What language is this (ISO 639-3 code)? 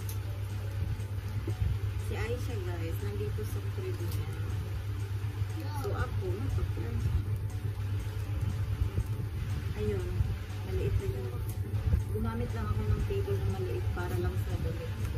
fil